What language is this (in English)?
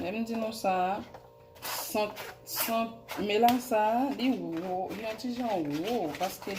Haitian Creole